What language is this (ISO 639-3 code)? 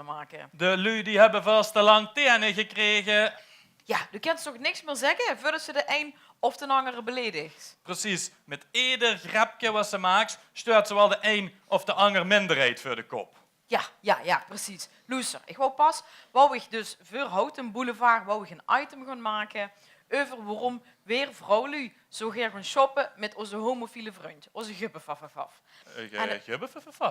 lim